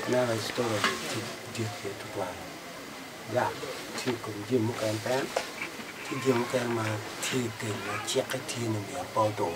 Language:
Acoli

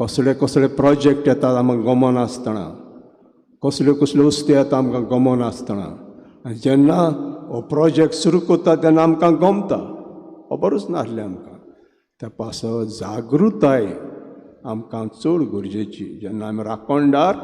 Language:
Konkani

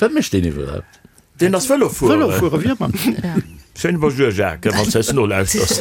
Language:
Luxembourgish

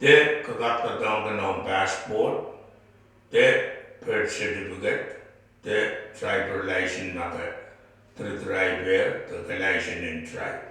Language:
Pohnpeian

